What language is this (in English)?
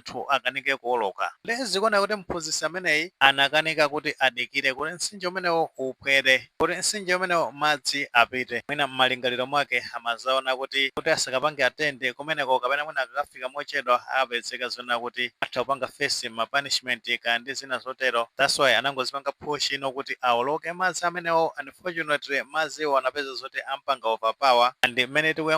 Nyanja